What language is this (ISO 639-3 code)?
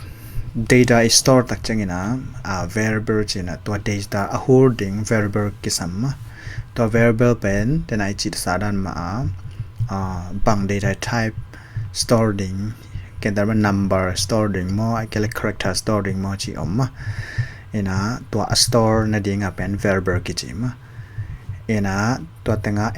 ctd